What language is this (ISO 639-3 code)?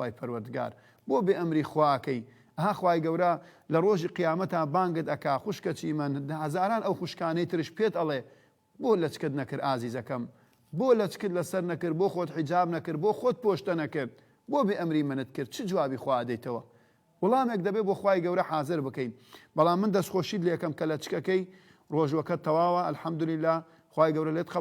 ckb